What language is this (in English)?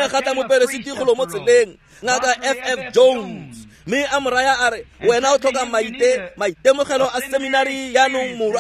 Tswana